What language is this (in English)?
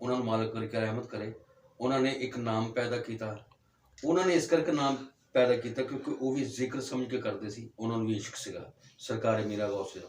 Western Panjabi